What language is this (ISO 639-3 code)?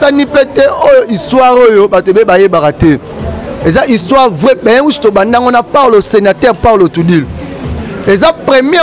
lin